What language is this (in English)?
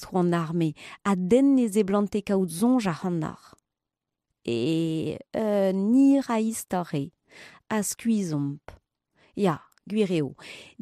Breton